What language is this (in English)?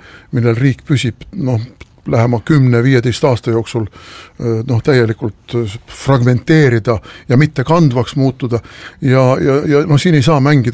Estonian